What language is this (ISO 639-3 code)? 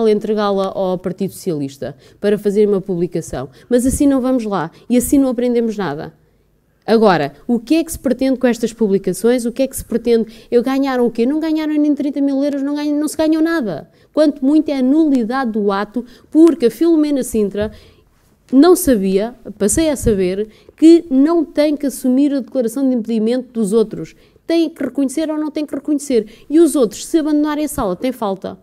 por